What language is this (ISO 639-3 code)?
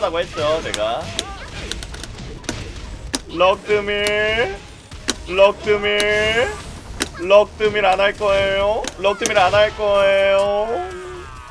kor